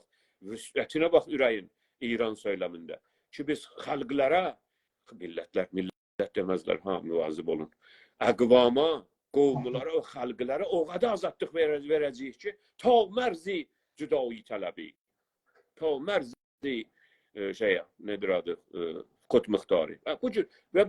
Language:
South Azerbaijani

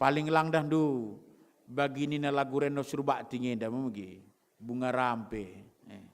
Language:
Batak Karo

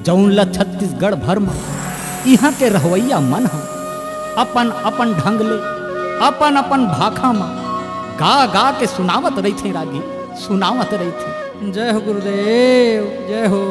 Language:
Chhattisgarhi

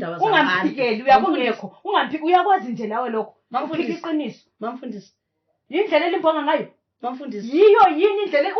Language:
North Ndebele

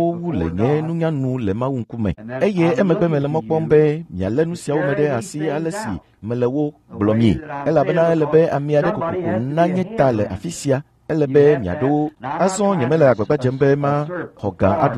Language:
Ewe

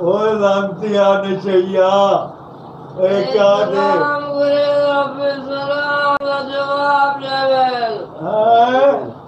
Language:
Saraiki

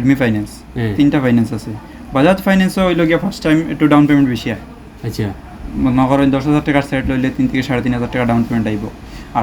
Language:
Sylheti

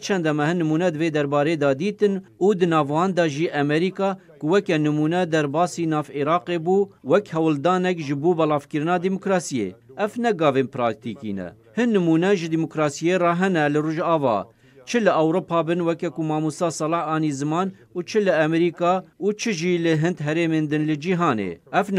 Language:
Kurdish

